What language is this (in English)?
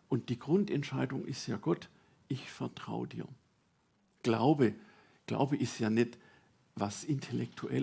Swiss German